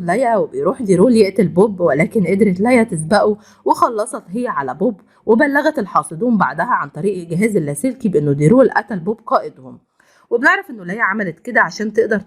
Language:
Egyptian Arabic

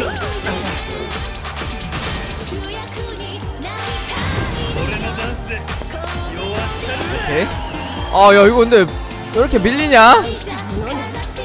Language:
Korean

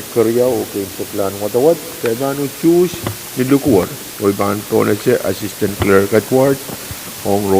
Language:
Pohnpeian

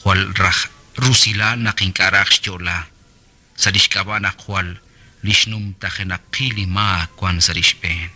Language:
Kekchí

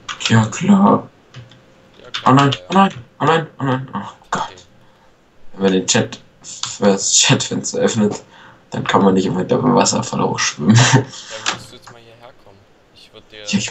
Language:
German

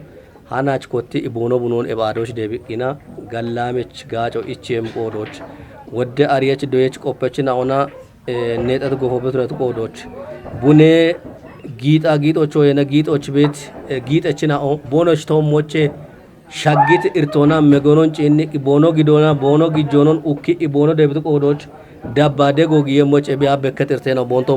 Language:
Kafa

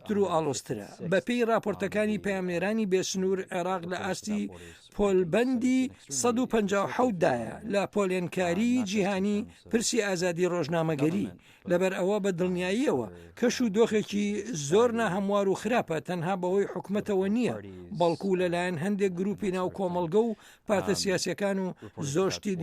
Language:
Central Kurdish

